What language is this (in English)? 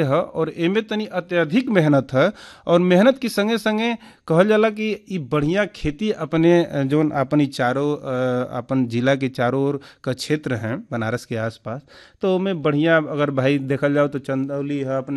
Bhojpuri